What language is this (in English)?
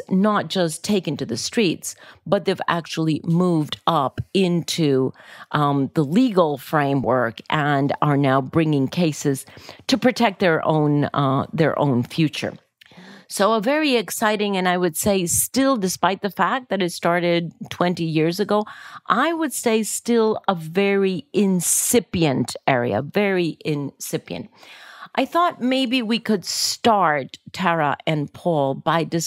English